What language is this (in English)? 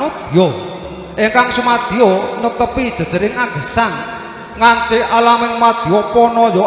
Javanese